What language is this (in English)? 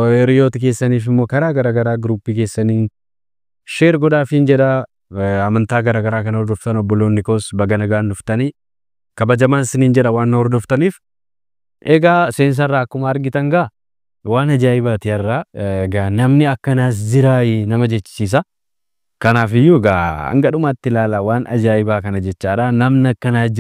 Oromo